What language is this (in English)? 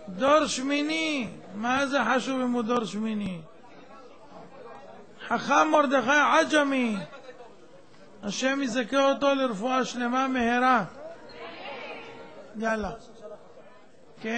Hebrew